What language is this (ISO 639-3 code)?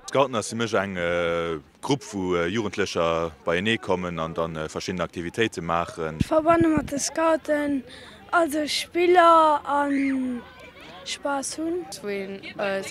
ltz